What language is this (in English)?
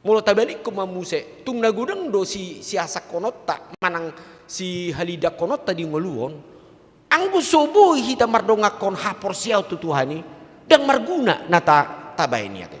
Batak Toba